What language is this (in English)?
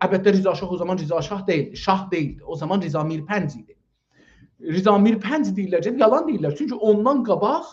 South Azerbaijani